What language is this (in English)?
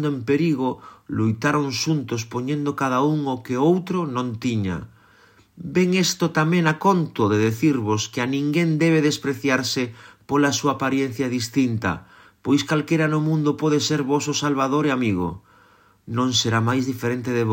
Galician